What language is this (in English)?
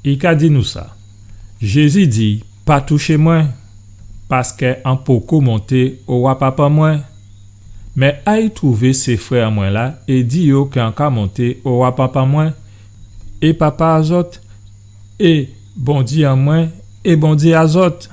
Guadeloupean Creole French